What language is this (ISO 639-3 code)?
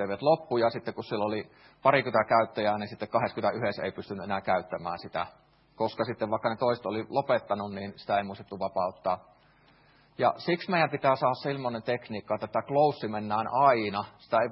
fin